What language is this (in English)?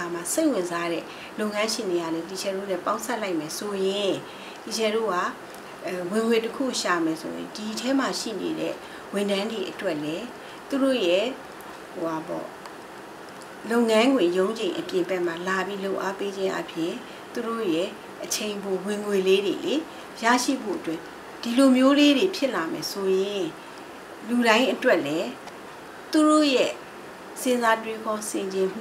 Burmese